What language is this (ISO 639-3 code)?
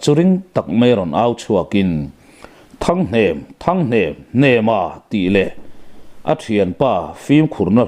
lus